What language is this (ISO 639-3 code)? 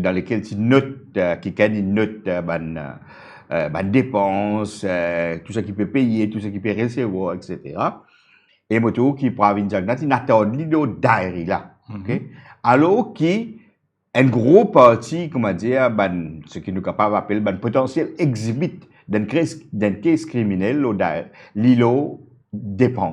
mfe